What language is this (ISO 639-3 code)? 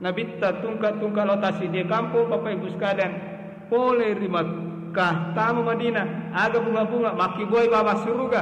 bug